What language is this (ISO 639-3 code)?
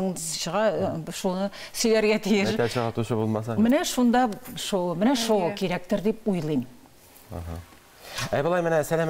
tat